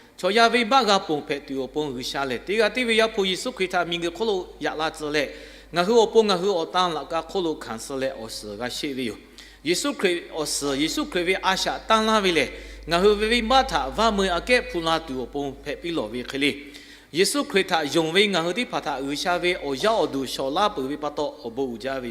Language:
Lahu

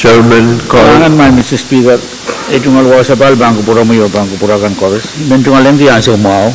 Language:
Pohnpeian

